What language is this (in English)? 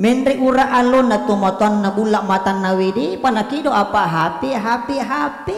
Buginese